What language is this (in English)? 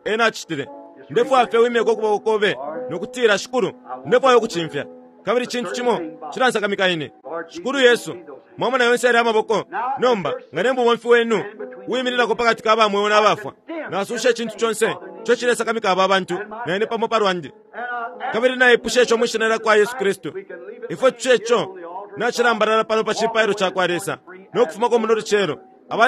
Bemba